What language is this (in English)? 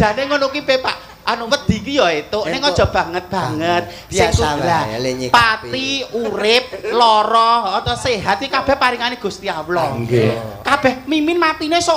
Javanese